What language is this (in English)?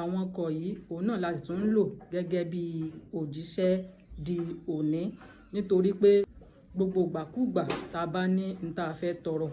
Yoruba